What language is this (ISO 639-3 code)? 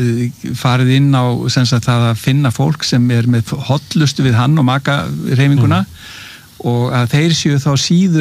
isl